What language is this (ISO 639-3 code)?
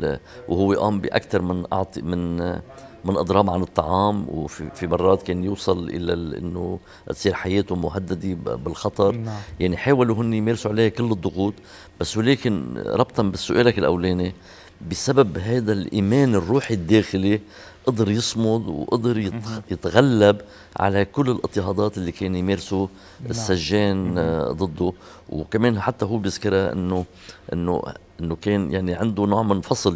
apc